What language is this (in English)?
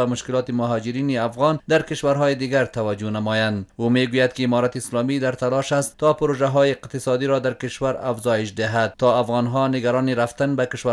Persian